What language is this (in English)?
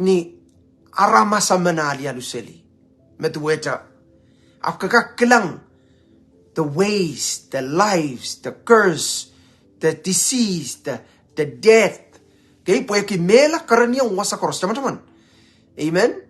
Pohnpeian